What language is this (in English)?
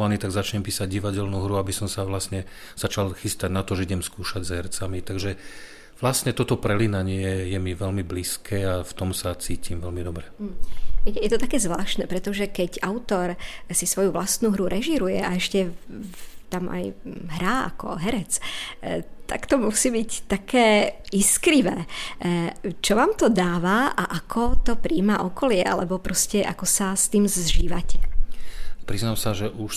Slovak